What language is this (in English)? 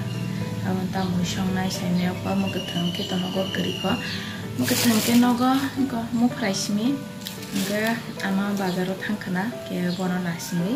Kok Borok